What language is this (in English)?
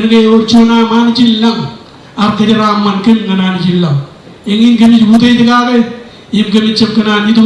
Marshallese